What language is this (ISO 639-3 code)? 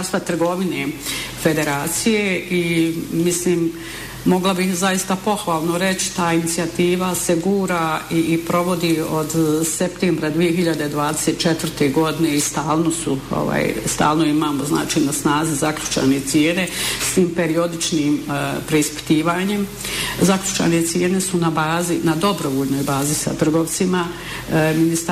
bos